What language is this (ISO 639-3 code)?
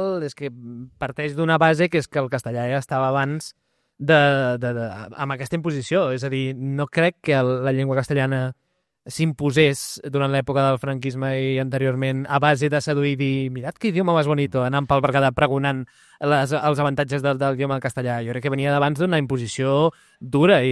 cat